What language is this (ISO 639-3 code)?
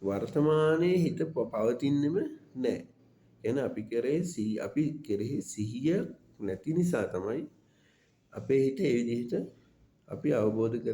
sin